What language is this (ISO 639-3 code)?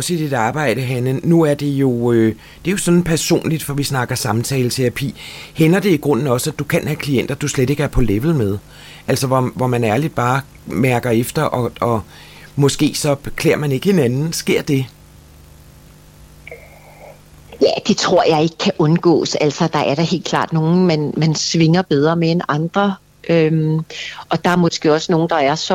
dan